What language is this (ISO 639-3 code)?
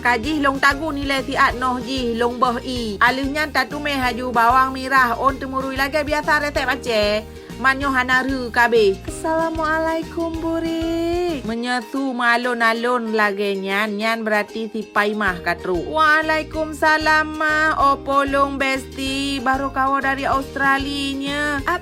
ace